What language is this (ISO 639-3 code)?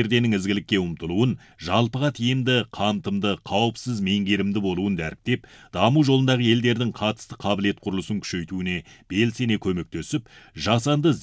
kaz